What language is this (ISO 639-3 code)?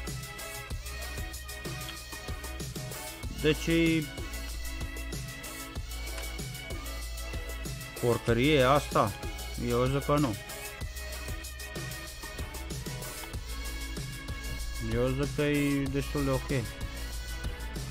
ron